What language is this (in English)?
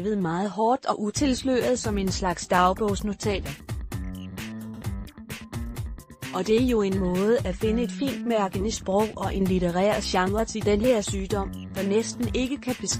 Danish